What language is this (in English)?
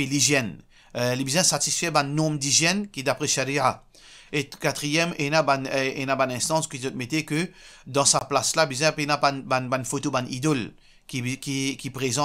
Morisyen